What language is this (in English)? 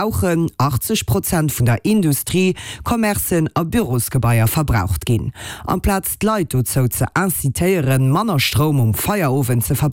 Luxembourgish